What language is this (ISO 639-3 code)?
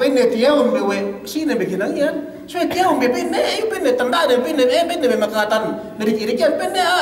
yka